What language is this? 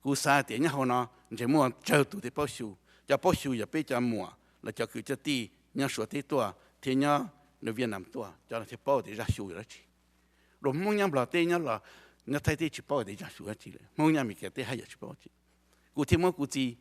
Hmong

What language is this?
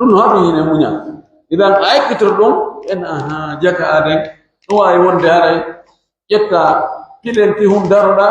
Pular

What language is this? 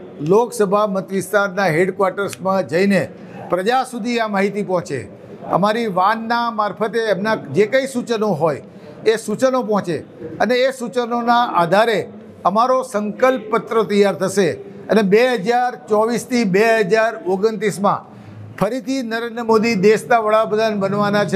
Gujarati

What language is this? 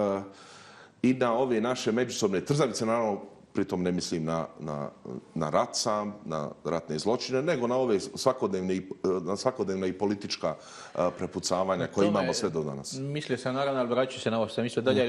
Bosnian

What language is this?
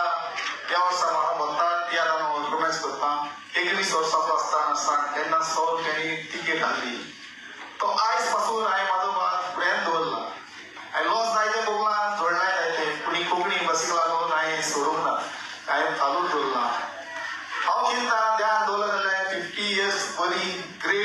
Konkani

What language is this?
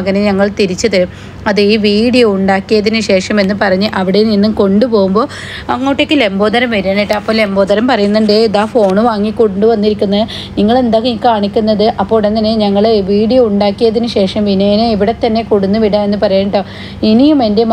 Malayalam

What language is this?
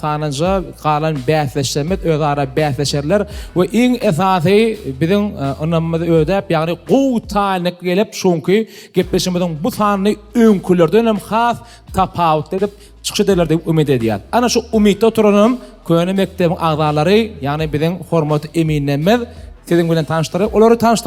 Turkmen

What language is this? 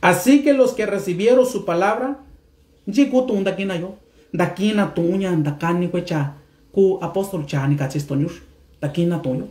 Mixtepec Mixtec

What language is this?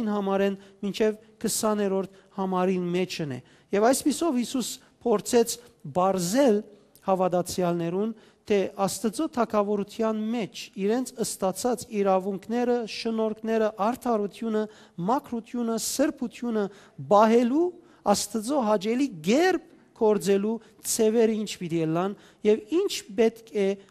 Western Armenian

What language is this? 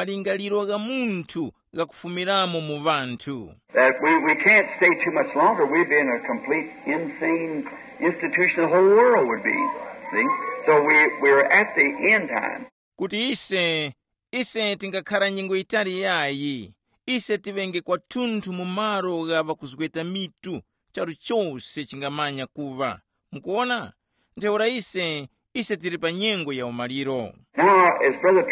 Tumbuka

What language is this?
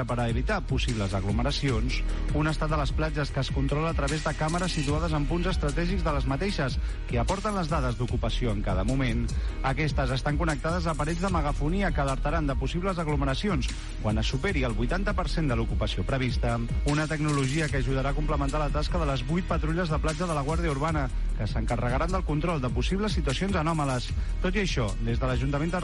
Catalan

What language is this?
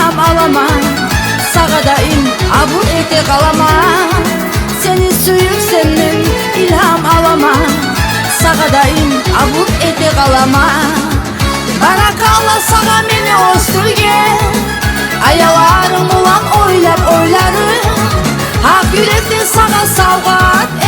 Kumyk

